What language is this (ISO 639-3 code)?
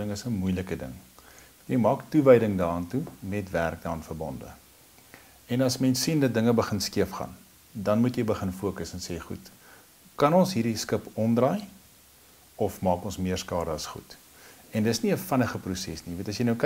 afr